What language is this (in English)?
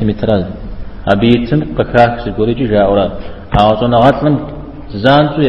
Kabardian